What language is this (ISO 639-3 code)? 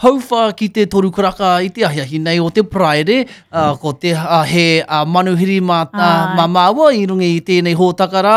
mri